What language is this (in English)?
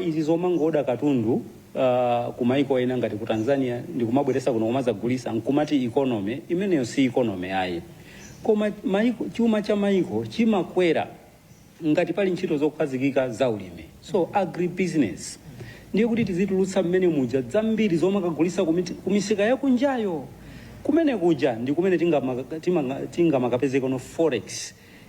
Nyanja